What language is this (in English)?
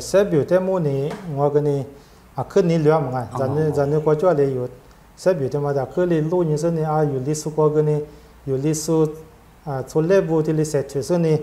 Lisu